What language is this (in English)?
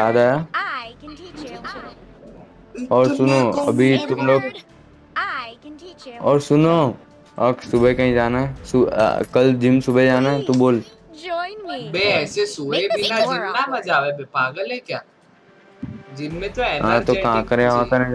Hindi